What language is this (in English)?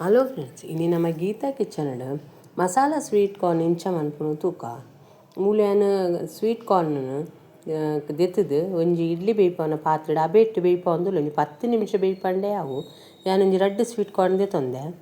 Tulu